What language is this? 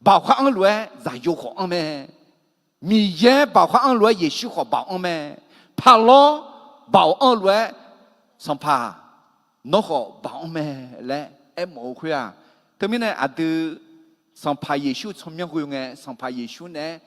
Akha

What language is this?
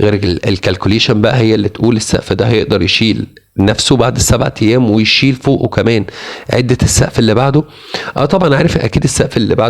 Egyptian Arabic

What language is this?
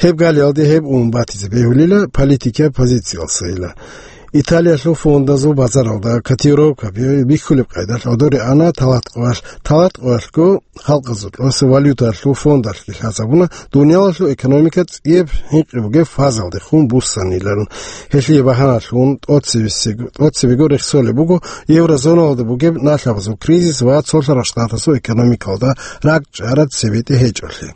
Avaric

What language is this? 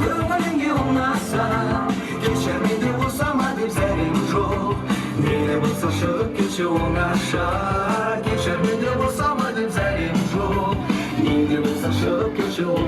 Kara-Kalpak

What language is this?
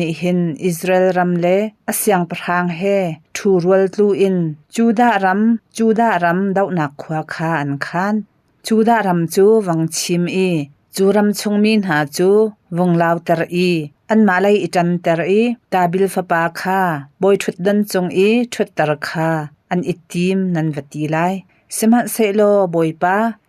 Hakha Chin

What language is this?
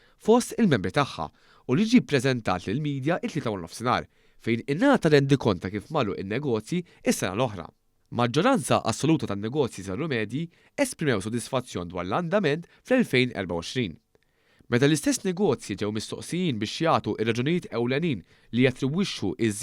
Maltese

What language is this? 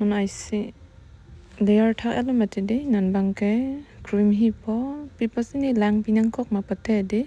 Karbi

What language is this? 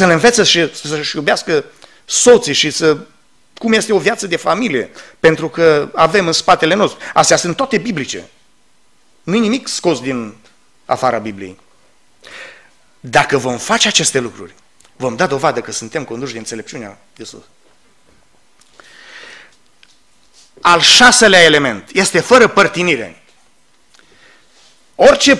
Romanian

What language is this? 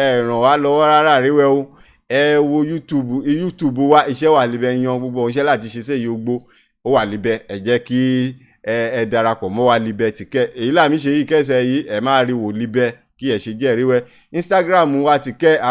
Yoruba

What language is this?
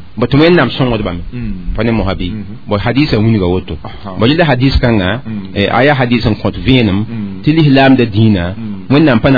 Mossi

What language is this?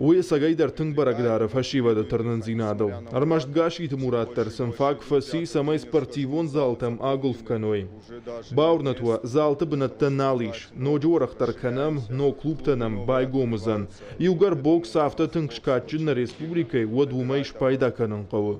Ossetic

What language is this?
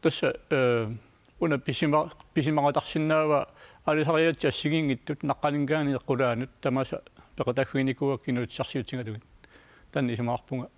Kalaallisut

